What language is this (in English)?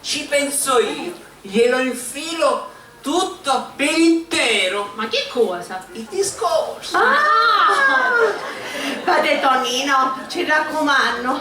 Sicilian